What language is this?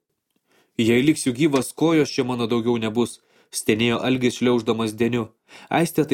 Lithuanian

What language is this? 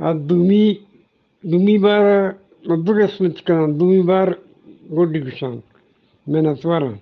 Eastern Balochi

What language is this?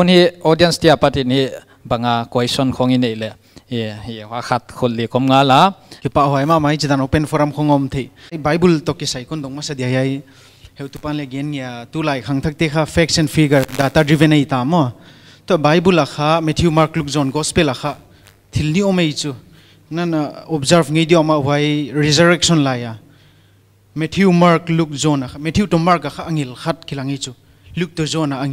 Paite Chin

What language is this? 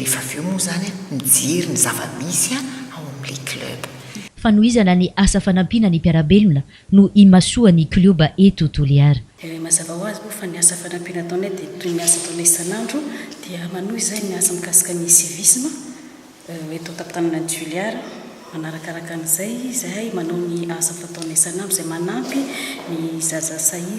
Malagasy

